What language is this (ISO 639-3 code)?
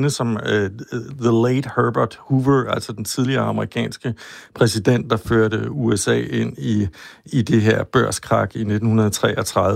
dan